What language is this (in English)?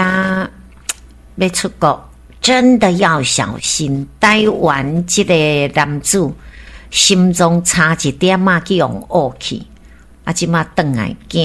Min Nan Chinese